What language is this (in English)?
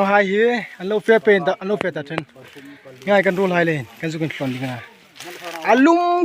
Hmar